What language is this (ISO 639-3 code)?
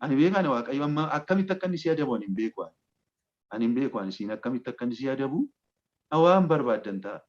orm